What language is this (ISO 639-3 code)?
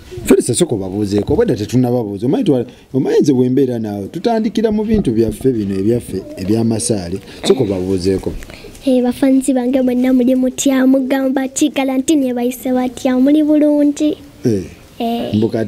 lug